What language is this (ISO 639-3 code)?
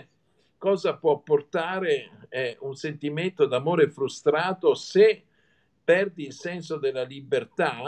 ita